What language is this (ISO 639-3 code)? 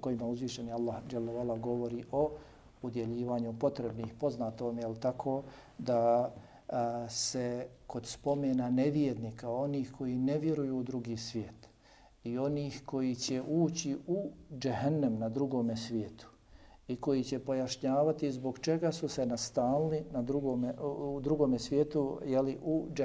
bos